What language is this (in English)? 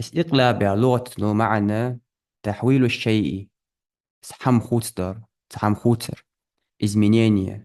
Ingush